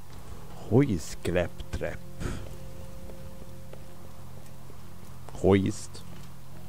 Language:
Hungarian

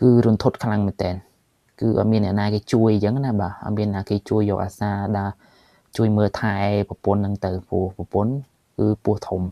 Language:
Khmer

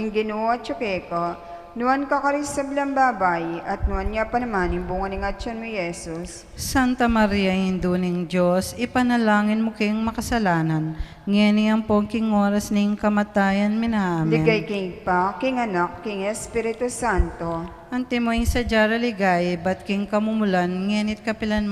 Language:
Pampanga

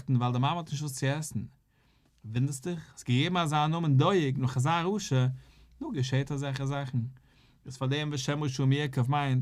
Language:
Yiddish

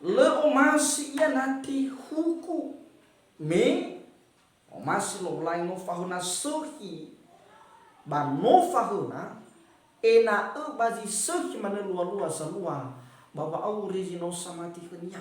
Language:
Nias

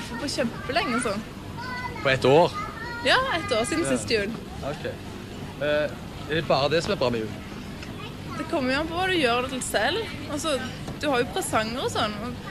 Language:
Norwegian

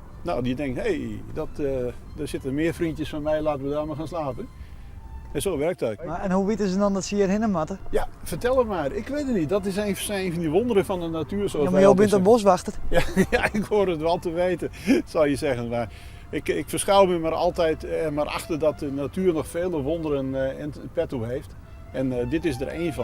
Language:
Western Frisian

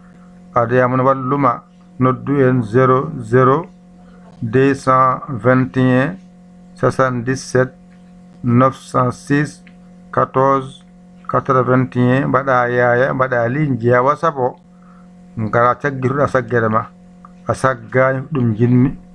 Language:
Fula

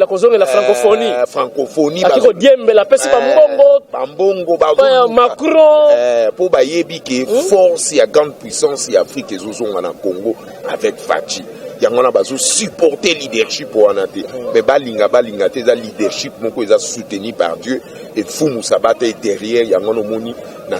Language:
Lingala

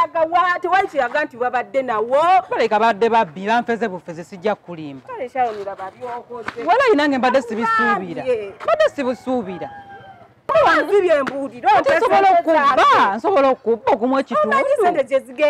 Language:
Ganda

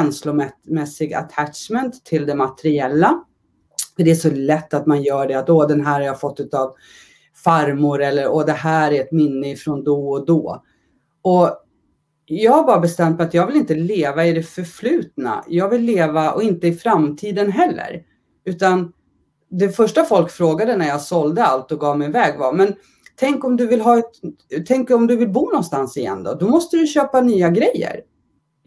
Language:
Swedish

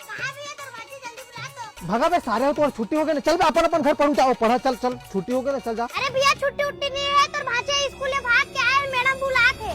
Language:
Chhattisgarhi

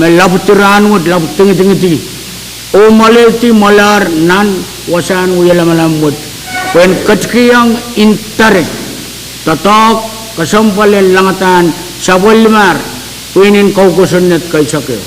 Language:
Pohnpeian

